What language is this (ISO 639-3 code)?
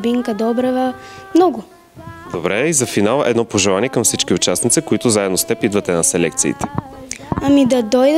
bul